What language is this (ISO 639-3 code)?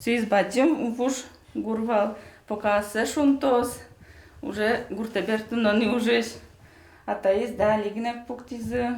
udm